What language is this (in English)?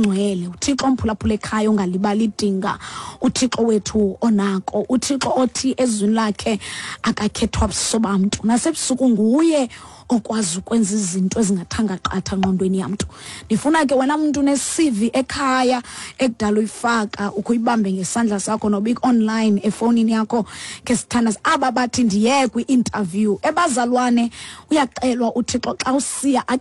Xhosa